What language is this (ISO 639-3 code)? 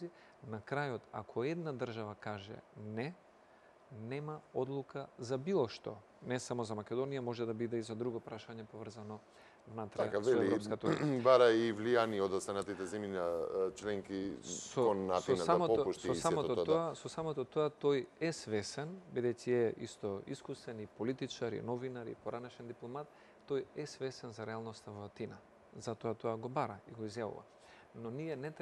mkd